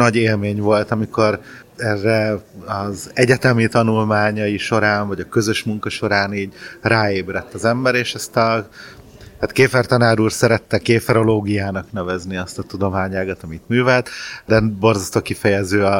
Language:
Hungarian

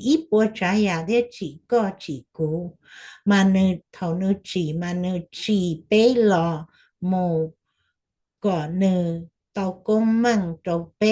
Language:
Hmong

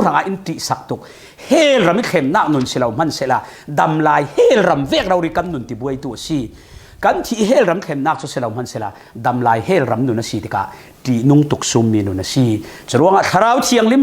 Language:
Falam Chin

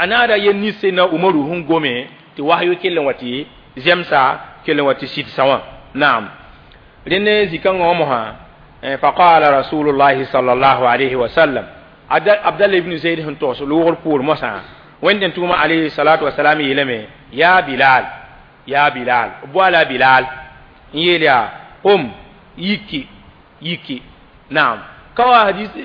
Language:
Mossi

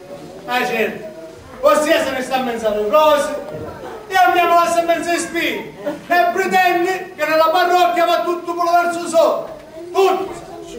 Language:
Sicilian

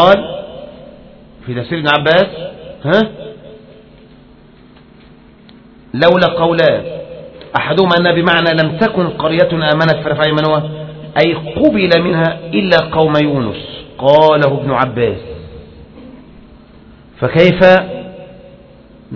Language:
Arabic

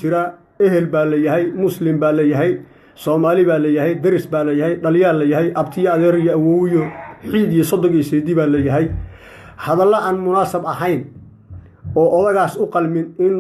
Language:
Somali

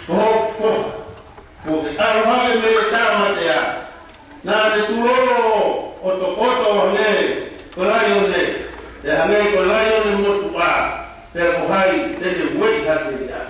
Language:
Tongan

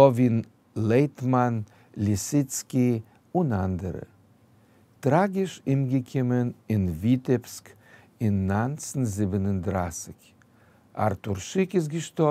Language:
Yiddish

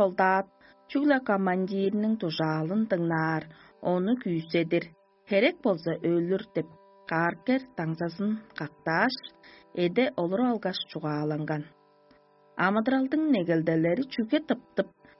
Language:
Tuvinian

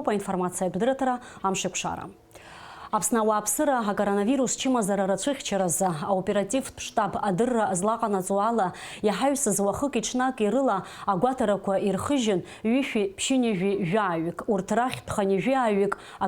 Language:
Abkhazian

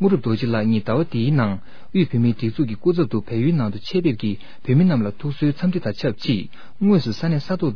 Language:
Tibetan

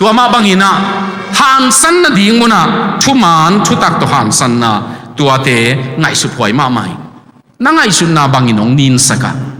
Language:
Tedim Chin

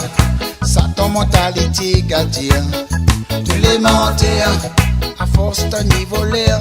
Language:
Réunion Creole French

